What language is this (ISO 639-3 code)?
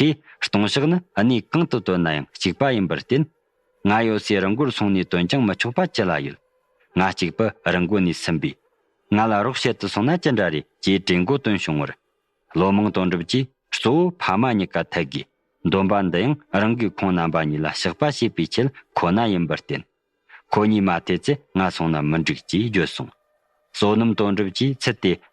bod